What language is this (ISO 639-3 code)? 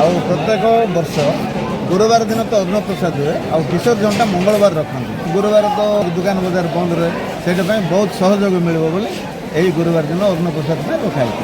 ori